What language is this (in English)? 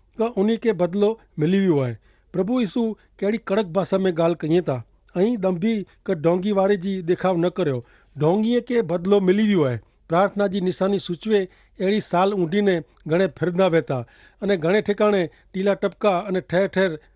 Kachhi